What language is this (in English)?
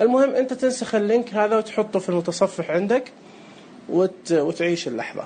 Najdi Arabic